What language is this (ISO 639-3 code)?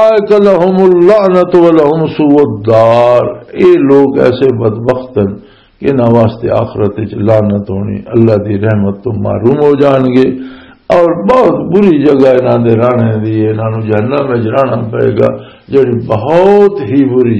lah